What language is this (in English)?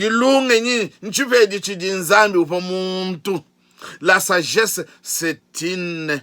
Luba-Lulua